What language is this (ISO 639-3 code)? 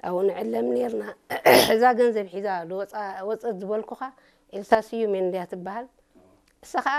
tir